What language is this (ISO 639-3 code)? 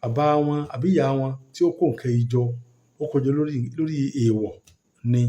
yor